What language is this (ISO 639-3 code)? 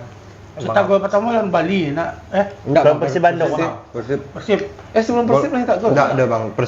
min